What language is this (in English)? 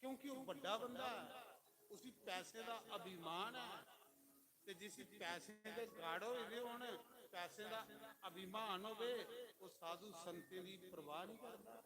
Dogri